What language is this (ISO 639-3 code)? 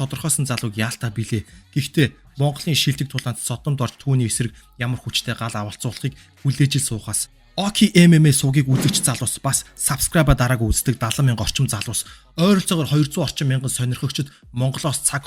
mon